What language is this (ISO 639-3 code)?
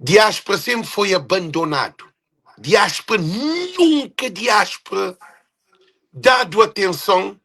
kea